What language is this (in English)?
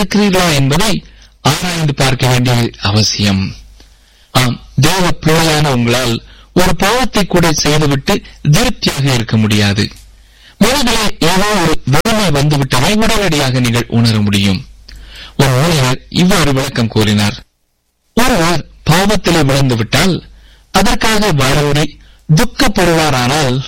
Tamil